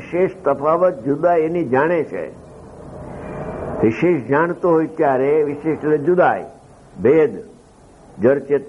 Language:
Gujarati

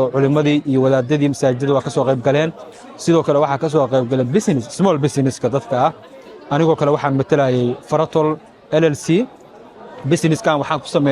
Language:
Somali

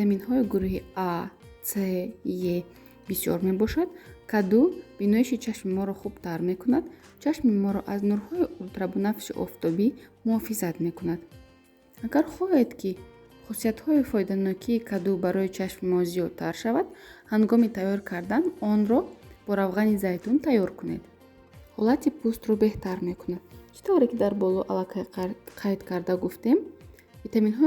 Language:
Tajik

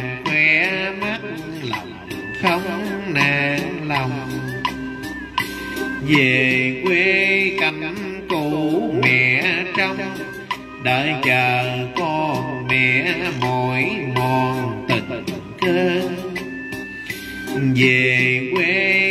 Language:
Vietnamese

